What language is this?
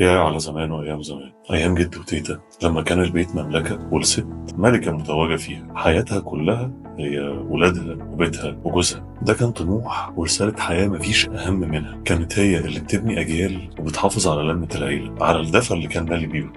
Egyptian Arabic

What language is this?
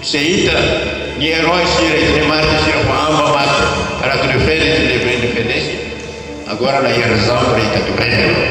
Tetum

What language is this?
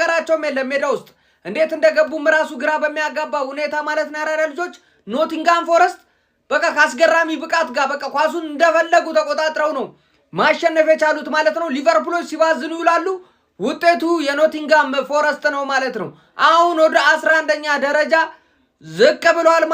Amharic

